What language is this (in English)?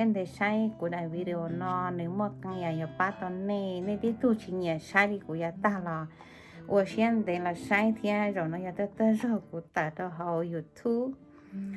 Hmong